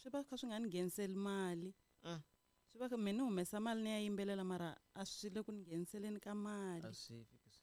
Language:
Tsonga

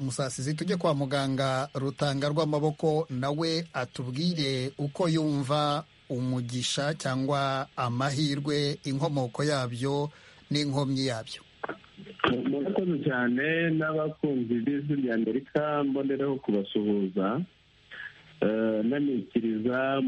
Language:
Kinyarwanda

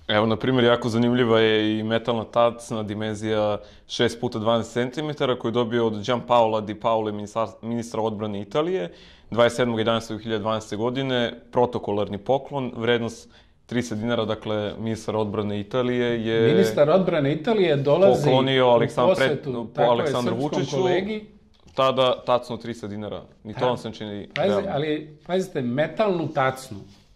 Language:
Serbian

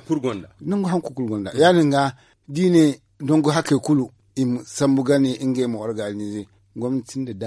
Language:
Zarma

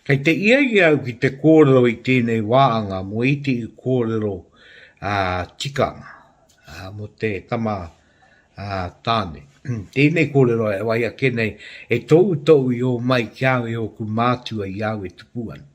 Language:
Māori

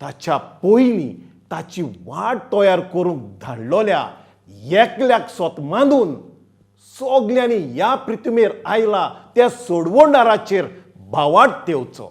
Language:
Konkani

